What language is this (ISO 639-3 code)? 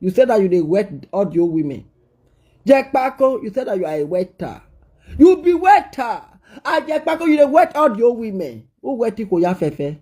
pcm